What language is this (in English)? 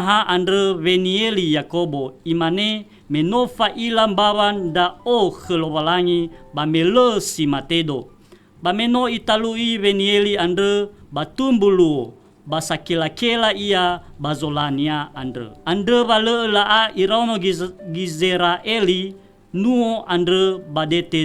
Nias